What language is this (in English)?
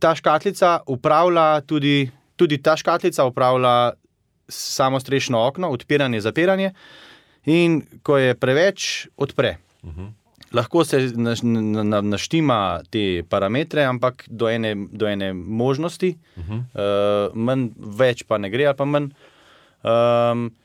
Slovenian